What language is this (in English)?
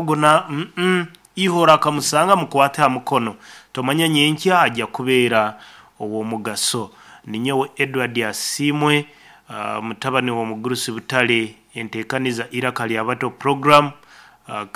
Nyankole